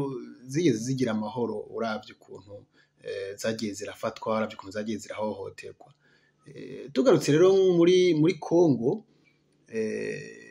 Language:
Rundi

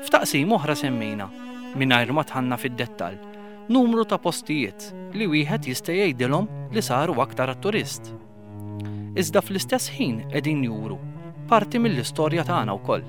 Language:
Maltese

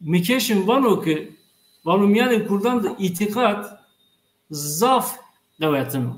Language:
Zaza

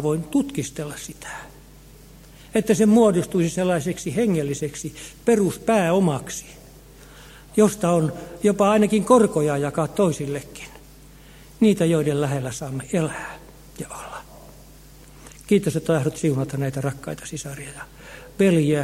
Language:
Finnish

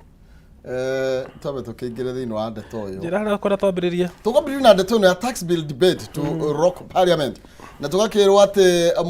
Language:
Kikuyu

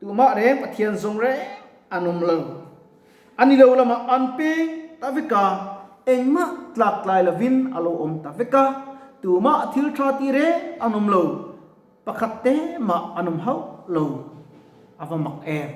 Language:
Mizo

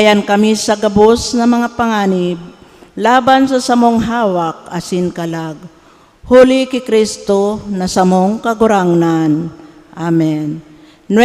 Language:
Bikol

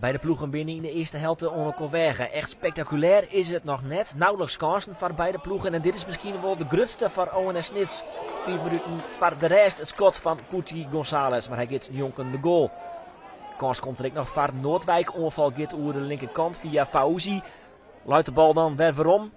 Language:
Western Frisian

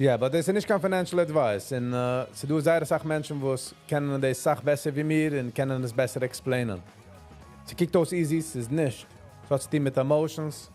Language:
Yiddish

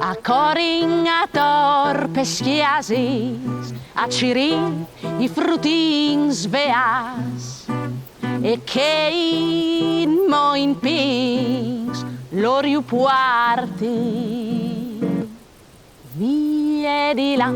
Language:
Friulian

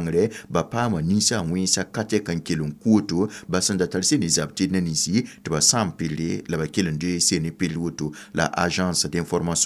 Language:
Mossi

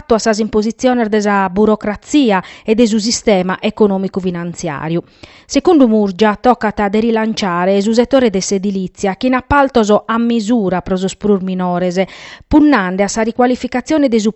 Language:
Sardinian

